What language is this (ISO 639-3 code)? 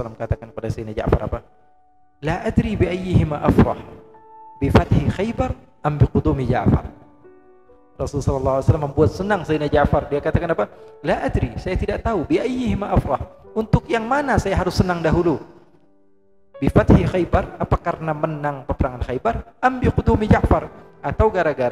ind